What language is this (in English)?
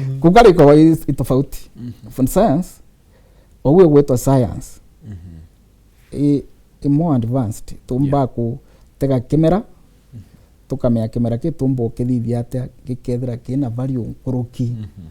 Meru